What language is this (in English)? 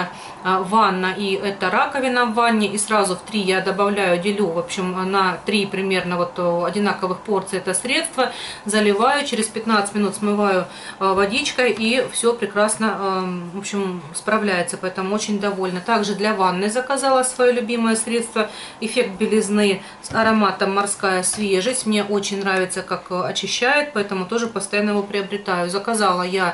Russian